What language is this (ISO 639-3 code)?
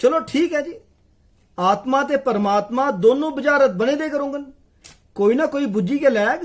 doi